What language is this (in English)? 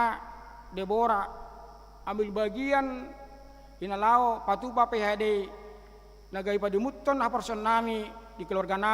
Batak Toba